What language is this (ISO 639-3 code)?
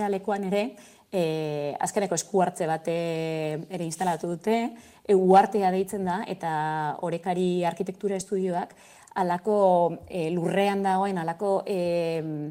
eus